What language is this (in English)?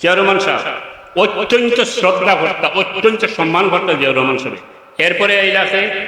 Sylheti